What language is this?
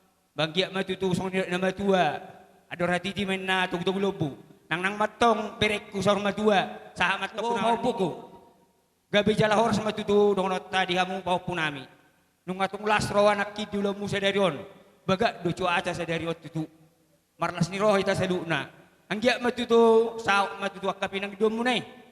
Batak Toba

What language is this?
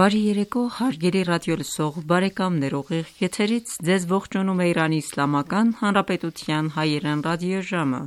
Armenian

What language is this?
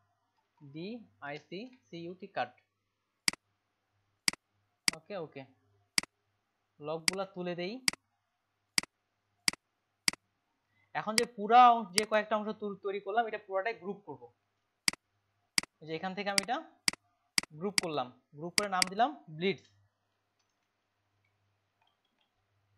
Bangla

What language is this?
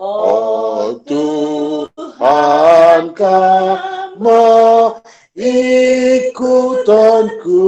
Batak Karo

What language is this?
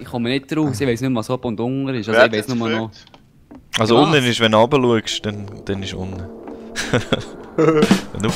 Swiss German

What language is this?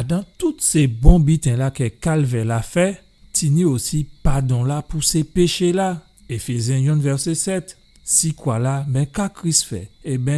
Guadeloupean Creole French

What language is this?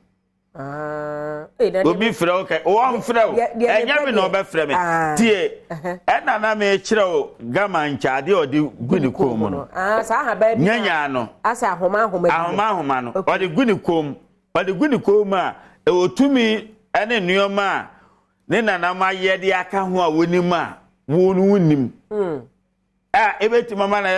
Akan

